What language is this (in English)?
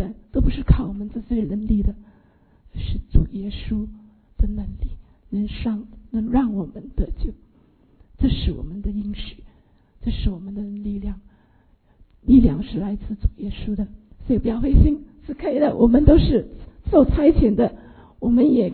Chinese